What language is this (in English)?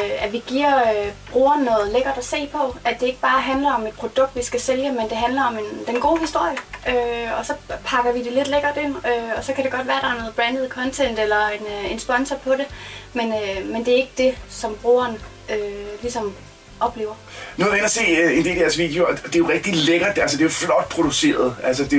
Danish